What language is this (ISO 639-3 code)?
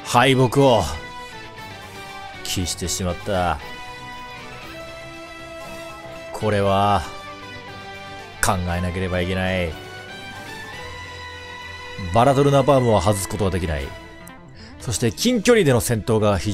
jpn